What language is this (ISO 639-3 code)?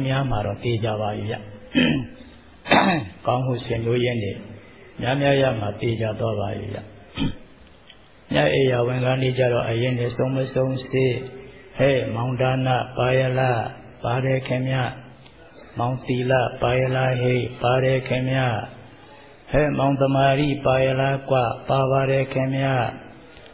mya